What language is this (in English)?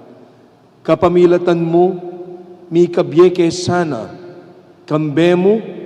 Pampanga